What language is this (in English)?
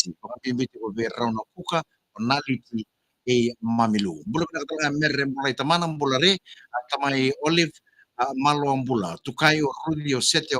Fijian